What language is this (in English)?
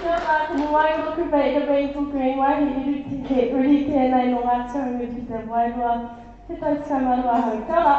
Māori